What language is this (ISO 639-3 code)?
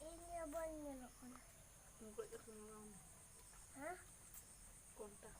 sat